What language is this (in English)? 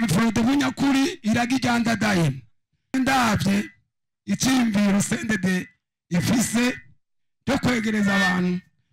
Rundi